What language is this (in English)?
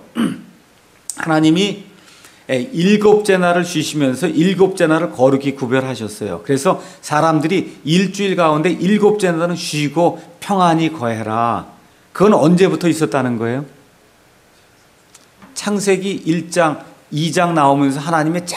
Korean